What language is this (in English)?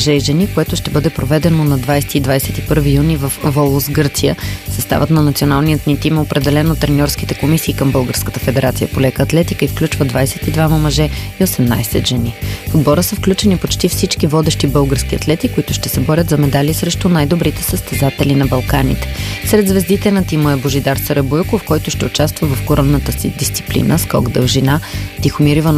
Bulgarian